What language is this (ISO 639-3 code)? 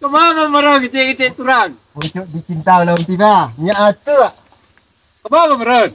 min